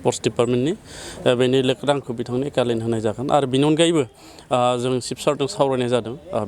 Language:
Bodo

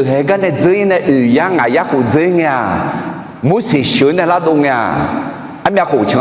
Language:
Akha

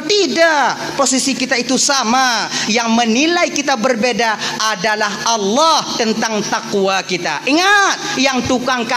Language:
Achinese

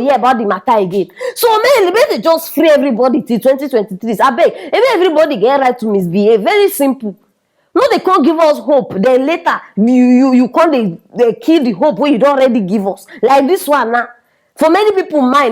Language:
Nigerian Pidgin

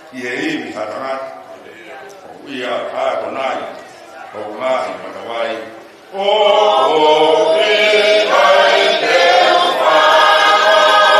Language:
Tongan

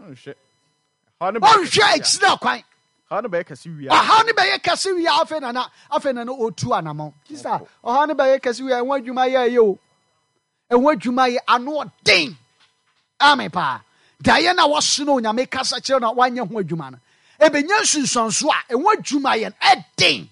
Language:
Akan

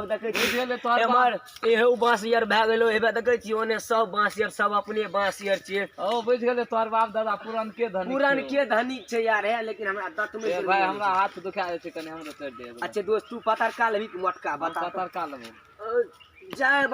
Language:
Maithili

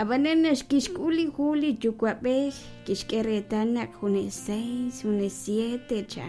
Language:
Kekchí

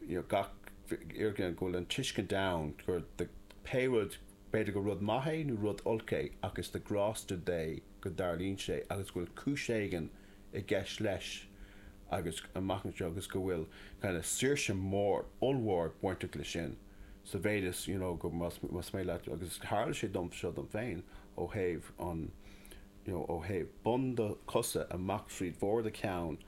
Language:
Irish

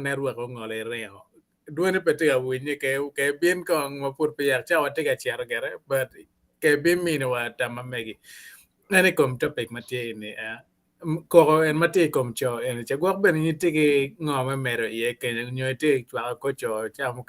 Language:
Acoli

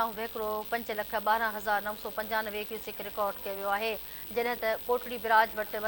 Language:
Sindhi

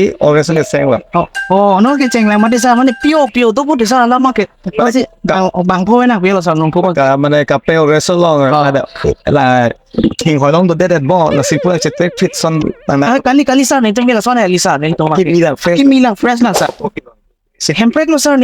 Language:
Karbi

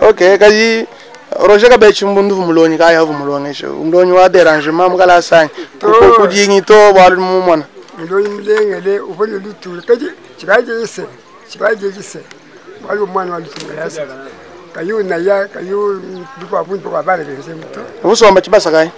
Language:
Luba-Lulua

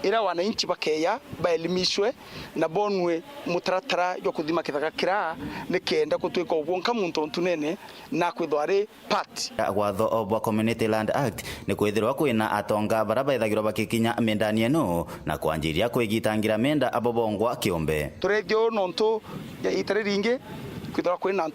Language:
Meru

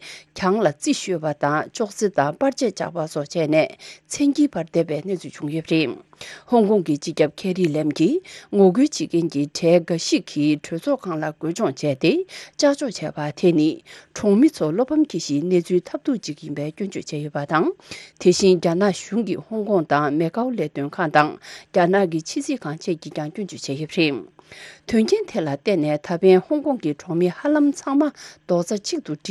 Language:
Tibetan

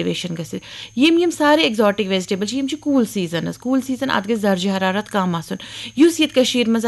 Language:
Kashmiri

